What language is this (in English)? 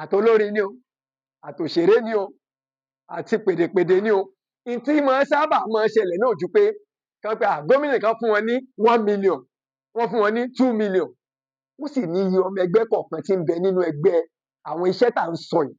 Yoruba